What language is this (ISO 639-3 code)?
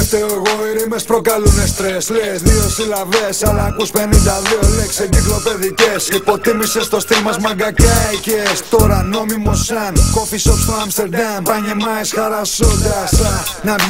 ell